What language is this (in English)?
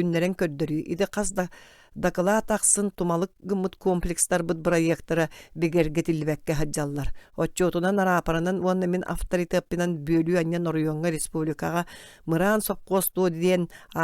Yakut